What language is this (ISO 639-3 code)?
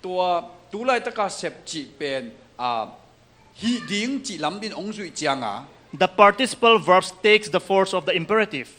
ctd